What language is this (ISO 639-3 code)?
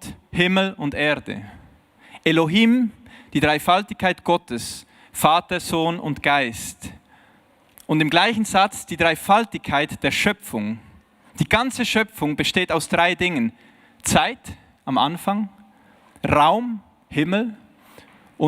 gsw